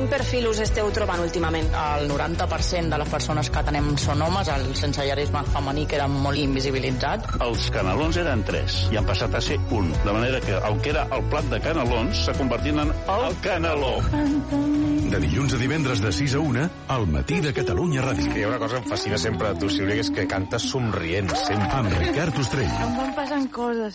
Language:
Catalan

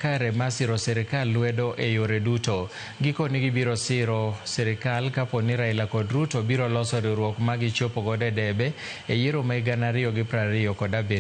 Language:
Luo (Kenya and Tanzania)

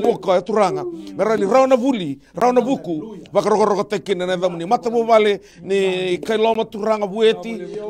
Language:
Fijian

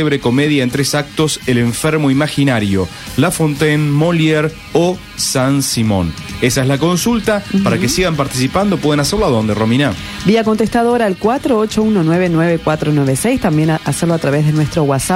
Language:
Spanish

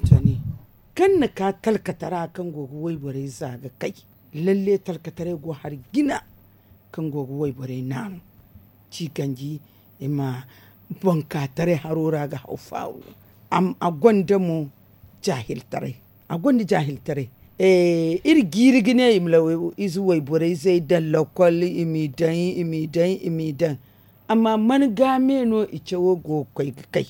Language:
Zarma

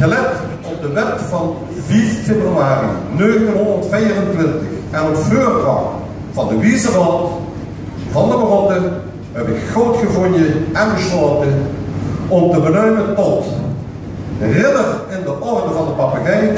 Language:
Limburgish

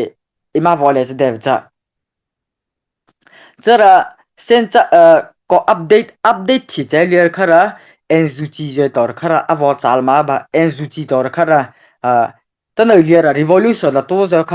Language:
Mara Chin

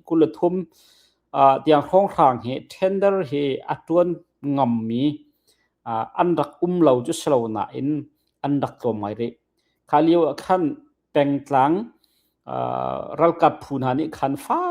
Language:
Hakha Chin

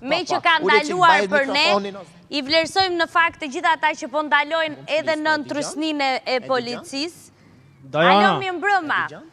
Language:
Albanian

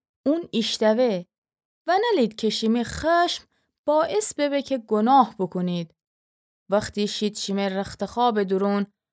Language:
Gilaki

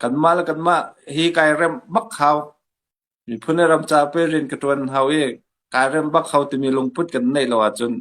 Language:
Hakha Chin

